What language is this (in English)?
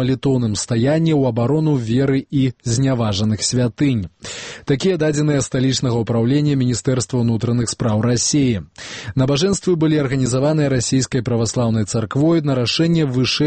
Belarusian